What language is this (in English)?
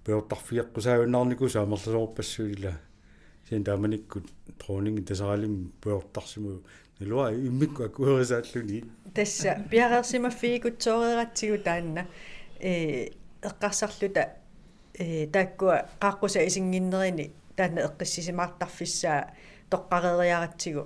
Kalaallisut